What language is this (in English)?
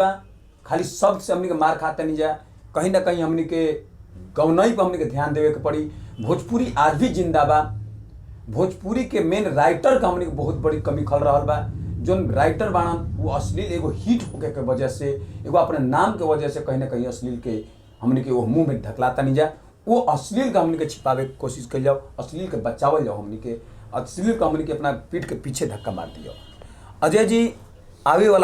Bhojpuri